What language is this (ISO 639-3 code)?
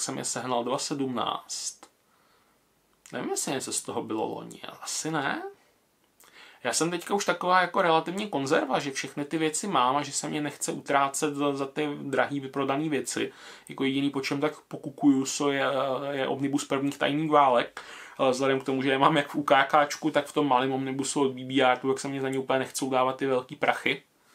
ces